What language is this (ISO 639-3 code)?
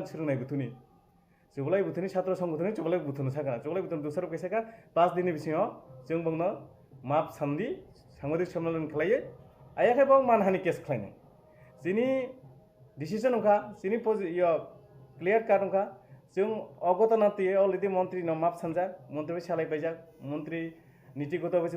trp